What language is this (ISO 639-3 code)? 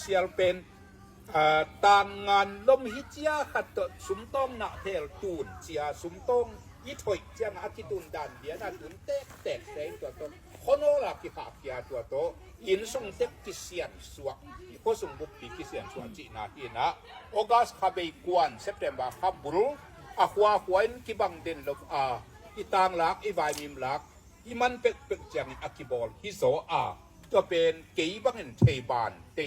ctd